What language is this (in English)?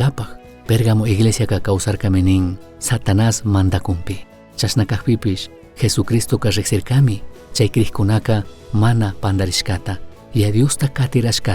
Chimborazo Highland Quichua